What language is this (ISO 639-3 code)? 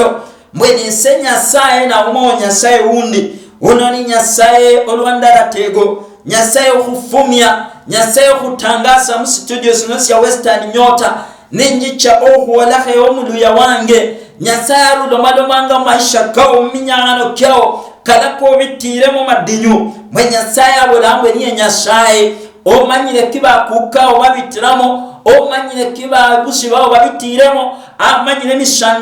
luy